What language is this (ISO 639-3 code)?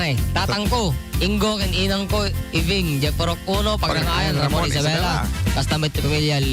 ilo